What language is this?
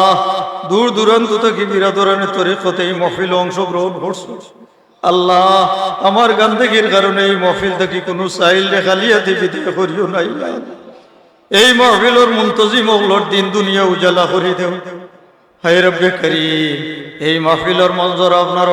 Sylheti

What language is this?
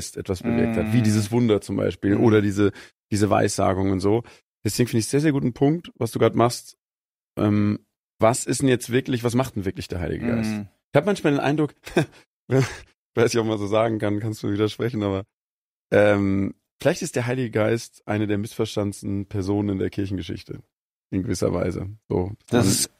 German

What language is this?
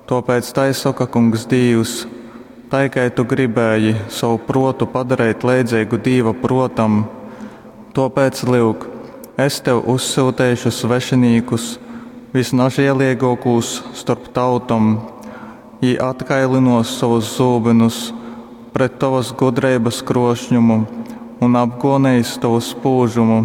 Latgalian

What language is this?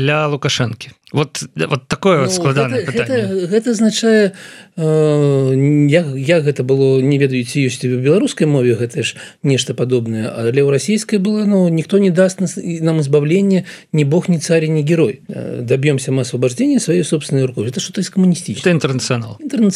Belarusian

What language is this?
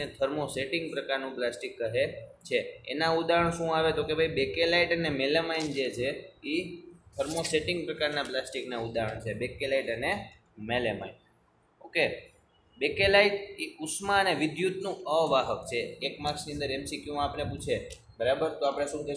Gujarati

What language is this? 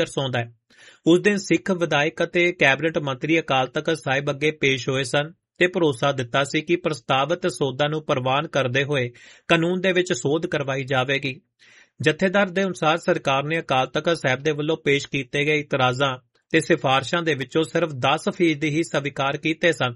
Punjabi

